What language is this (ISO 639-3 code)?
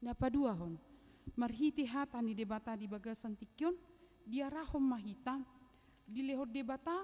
bbc